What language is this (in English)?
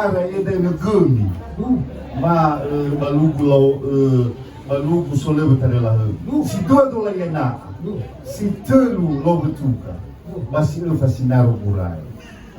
Nias